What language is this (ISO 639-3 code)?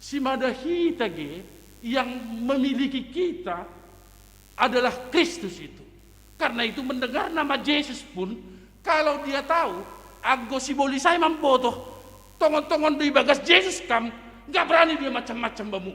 bts